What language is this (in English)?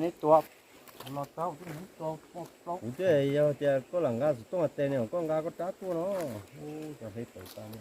Hmong